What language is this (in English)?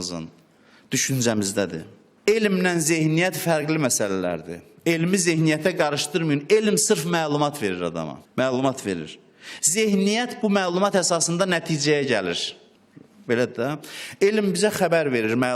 Azerbaijani